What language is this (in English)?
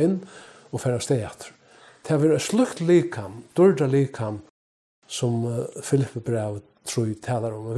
Faroese